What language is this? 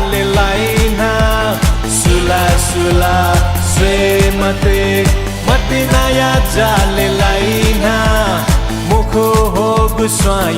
Newari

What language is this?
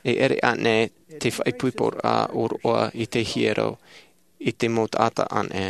Tahitian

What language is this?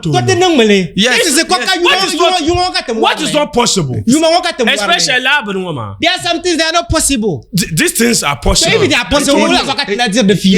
Dagbani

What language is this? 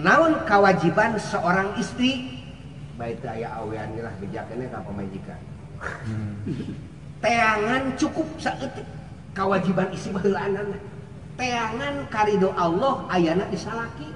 Sundanese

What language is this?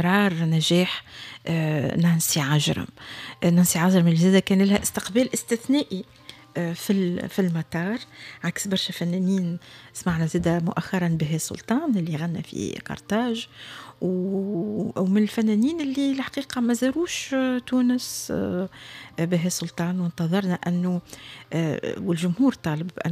Tunisian Arabic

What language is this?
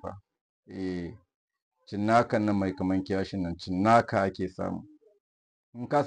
Hausa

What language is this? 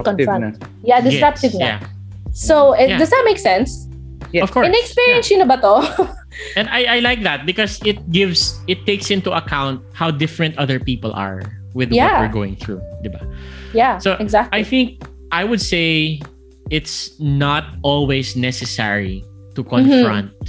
Filipino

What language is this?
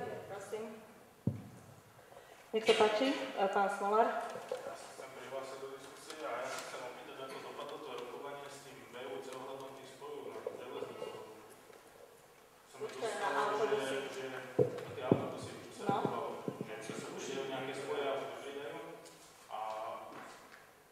Slovak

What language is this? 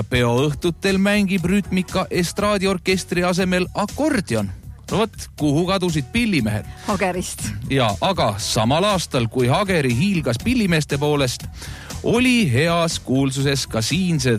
Estonian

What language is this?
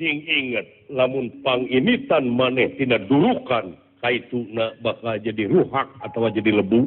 Sundanese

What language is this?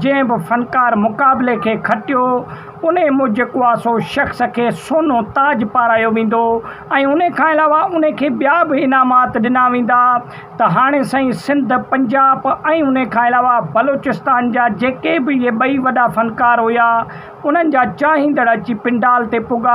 Sindhi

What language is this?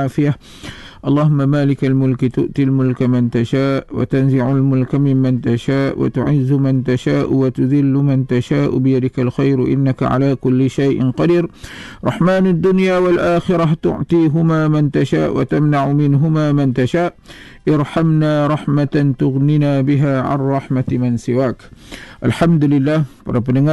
Malay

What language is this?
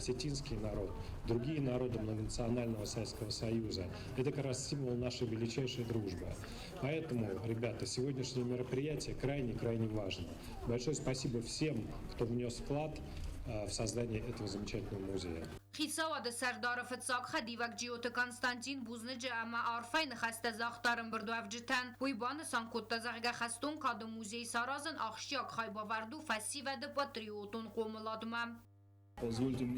Ossetic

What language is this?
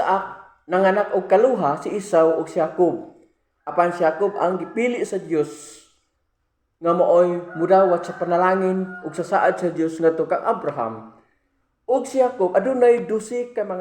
Cebuano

